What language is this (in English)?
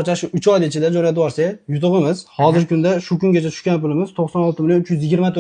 Uzbek